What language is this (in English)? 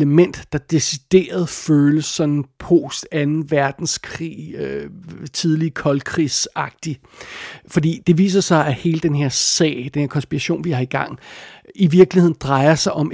Danish